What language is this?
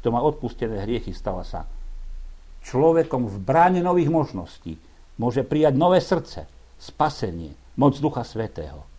Slovak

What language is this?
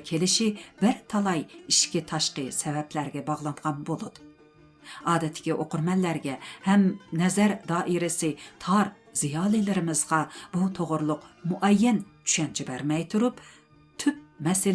Uyghur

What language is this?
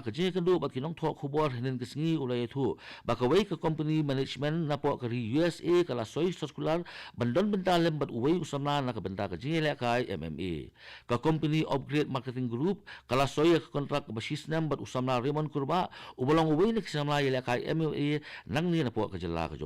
Khasi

